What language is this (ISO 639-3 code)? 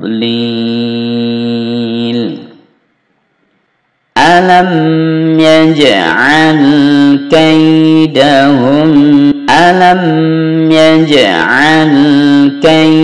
ind